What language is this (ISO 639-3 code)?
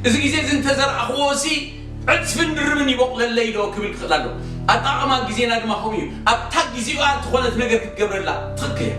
tir